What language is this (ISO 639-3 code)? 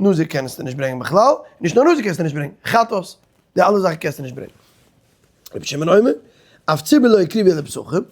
yid